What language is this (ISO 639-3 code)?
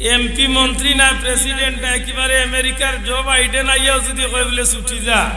syl